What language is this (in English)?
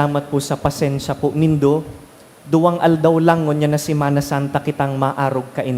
Bikol